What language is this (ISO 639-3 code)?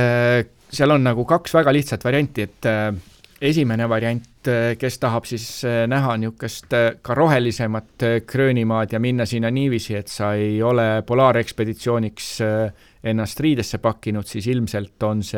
est